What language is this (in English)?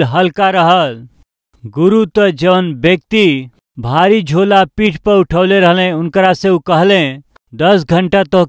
Bhojpuri